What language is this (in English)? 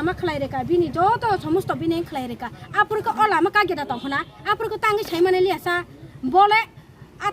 Kok Borok